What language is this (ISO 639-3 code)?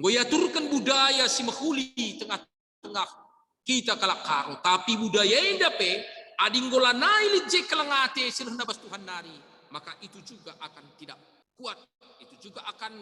btx